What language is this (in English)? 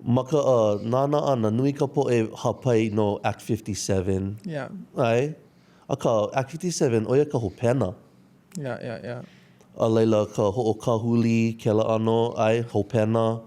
Hawaiian